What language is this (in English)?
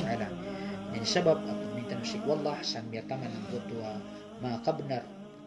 Maranao